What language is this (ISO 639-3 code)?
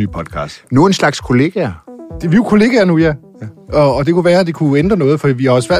dan